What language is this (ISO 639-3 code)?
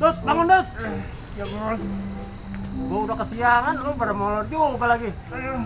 bew